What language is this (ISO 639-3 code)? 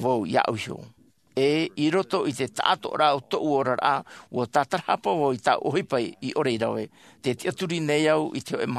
tah